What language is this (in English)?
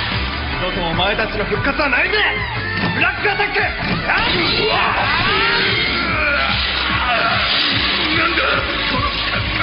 Japanese